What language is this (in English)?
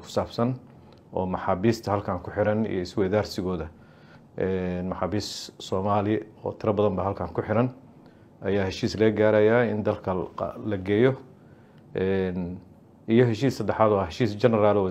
Somali